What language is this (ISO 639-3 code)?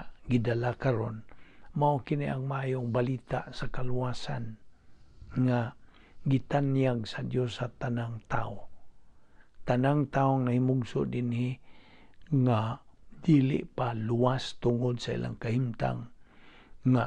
ceb